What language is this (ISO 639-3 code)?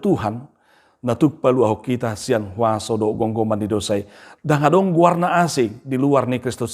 bbc